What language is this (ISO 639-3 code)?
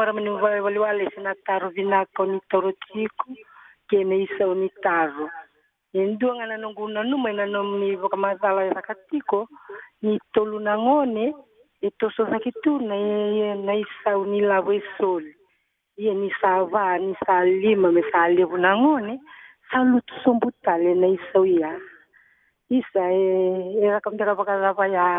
fij